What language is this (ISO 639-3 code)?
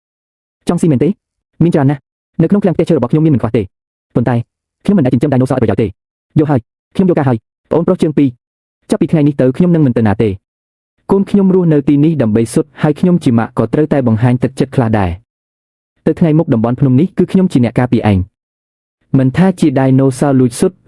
khm